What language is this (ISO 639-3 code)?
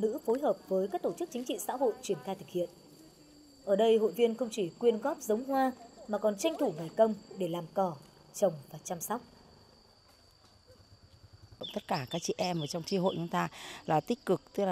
vie